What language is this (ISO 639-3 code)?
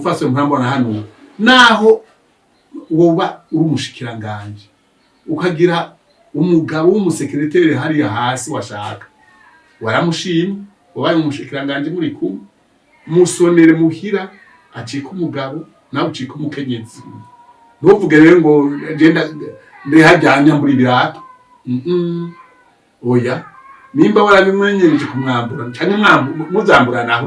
run